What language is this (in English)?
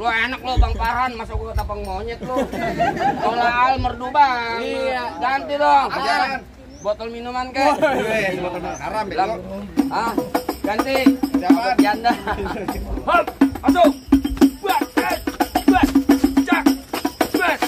Betawi